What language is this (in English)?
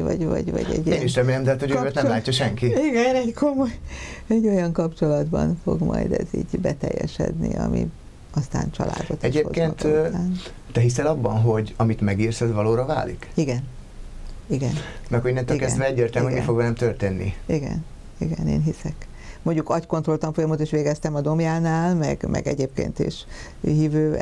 Hungarian